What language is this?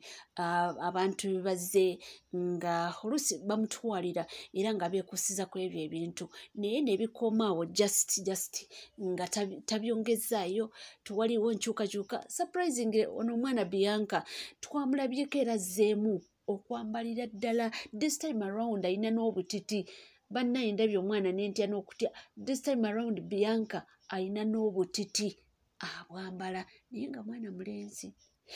Ganda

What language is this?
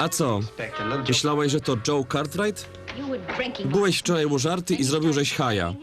Silesian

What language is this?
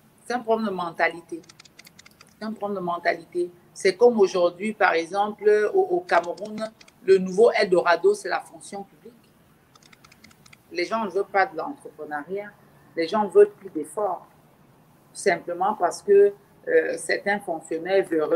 French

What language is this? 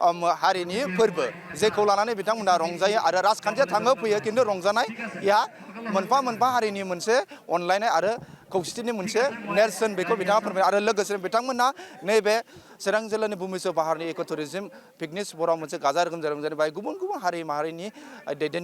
Bodo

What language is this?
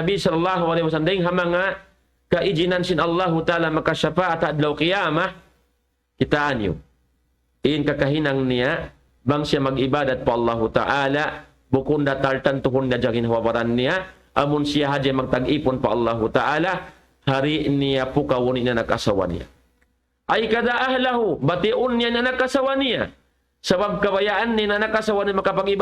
Tausug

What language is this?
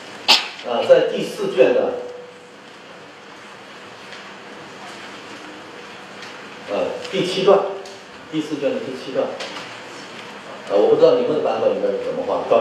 Chinese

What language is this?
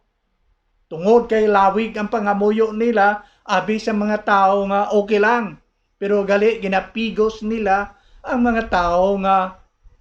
Hiligaynon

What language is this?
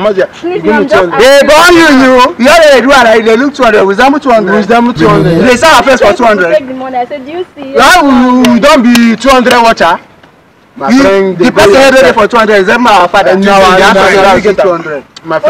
Nigerian Pidgin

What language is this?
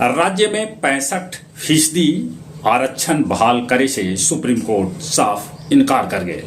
Magahi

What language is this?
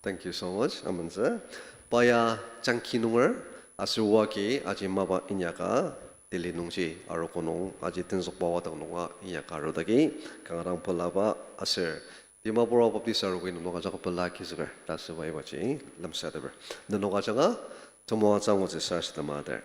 Ao Naga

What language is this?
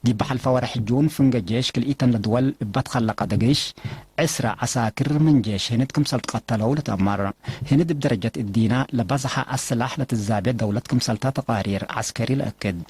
Tigre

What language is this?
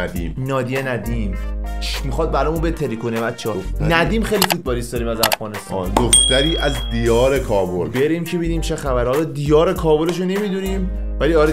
Persian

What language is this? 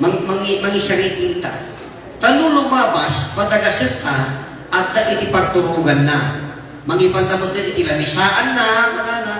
Iloko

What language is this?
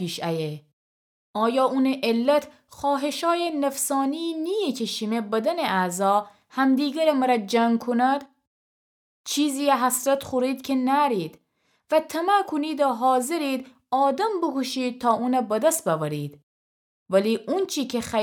Gilaki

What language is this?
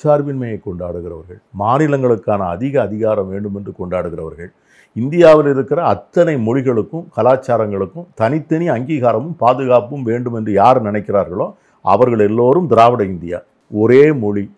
Tamil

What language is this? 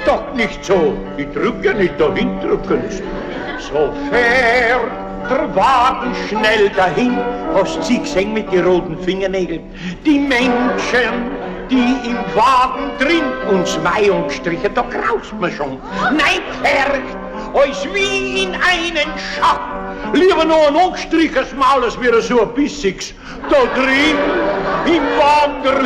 Bavarian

